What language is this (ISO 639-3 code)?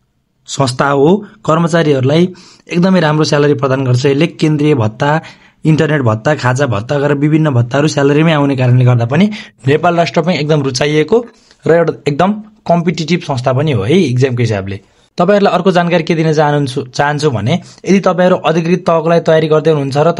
nep